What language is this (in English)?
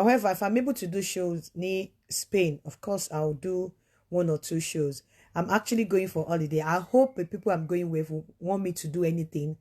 Yoruba